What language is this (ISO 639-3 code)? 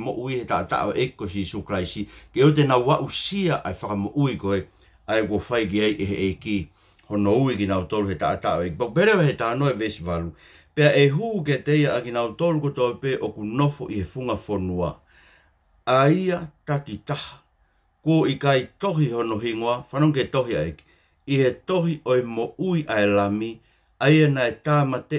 ton